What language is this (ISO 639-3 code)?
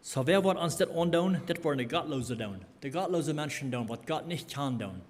pdt